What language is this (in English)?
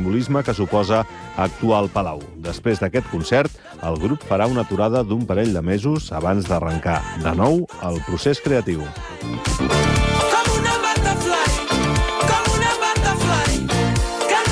Catalan